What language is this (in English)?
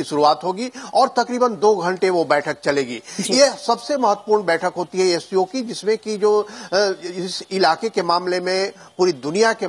Hindi